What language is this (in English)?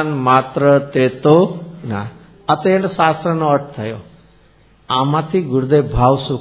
Gujarati